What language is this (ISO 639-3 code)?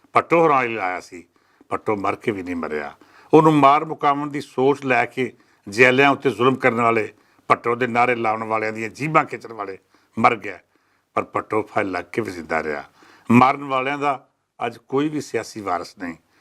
lah